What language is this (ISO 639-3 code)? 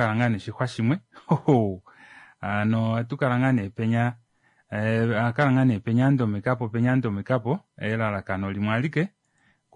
kua